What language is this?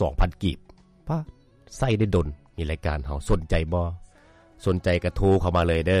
Lao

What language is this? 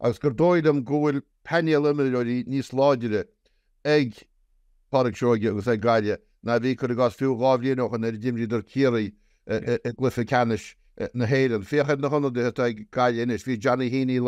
Irish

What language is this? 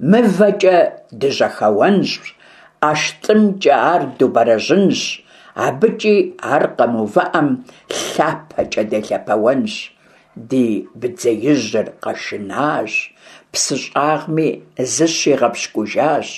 Kabardian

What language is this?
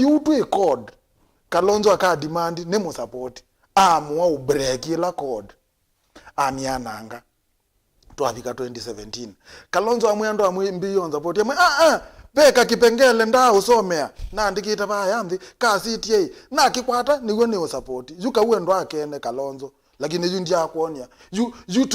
Kamba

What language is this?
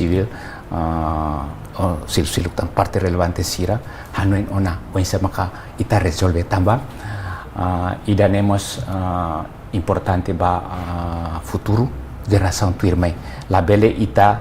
Tetum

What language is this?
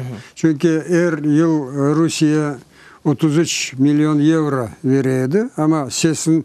Crimean Tatar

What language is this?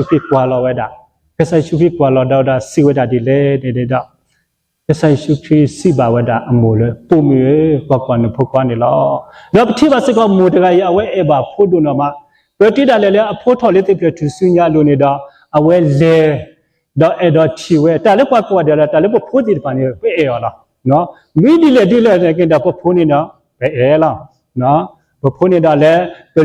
S'gaw Karen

